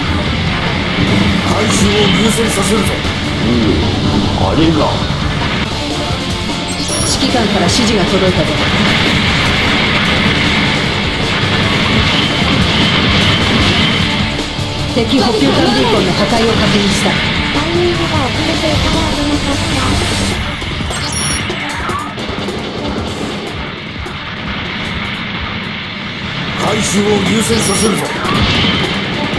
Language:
Japanese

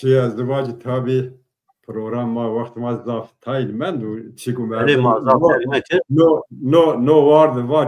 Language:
Zaza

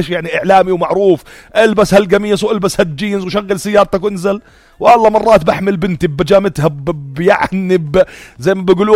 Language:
North Levantine Arabic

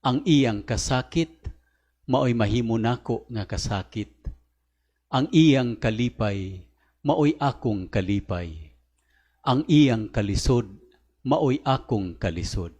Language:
Cebuano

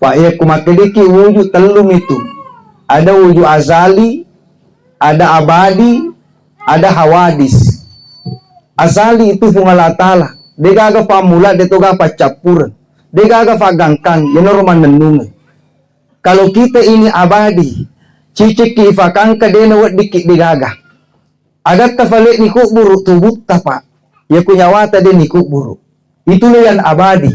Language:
Buginese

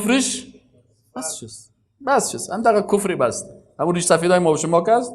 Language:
Persian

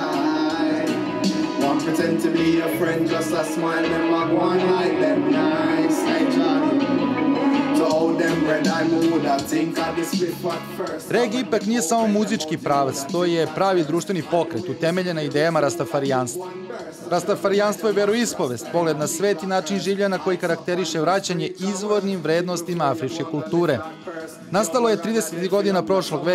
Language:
Serbian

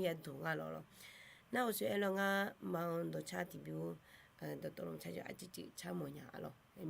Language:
Akha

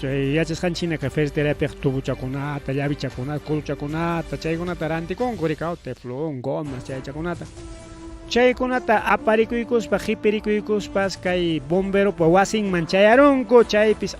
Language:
Ayacucho Quechua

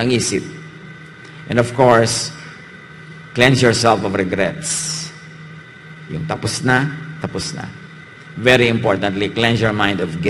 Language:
Filipino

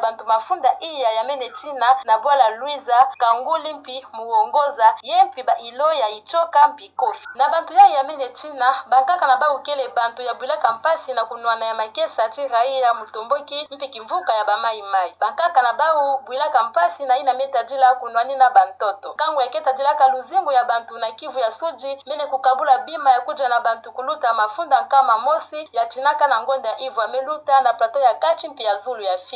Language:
Kituba (Democratic Republic of Congo)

